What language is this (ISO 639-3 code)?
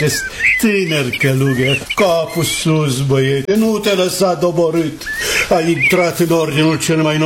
ron